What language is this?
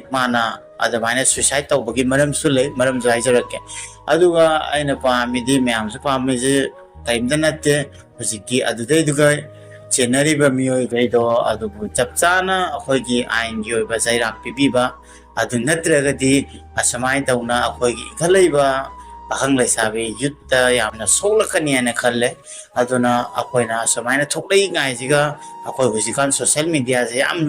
Manipuri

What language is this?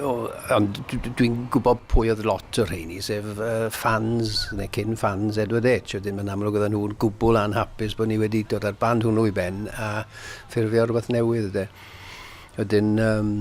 Welsh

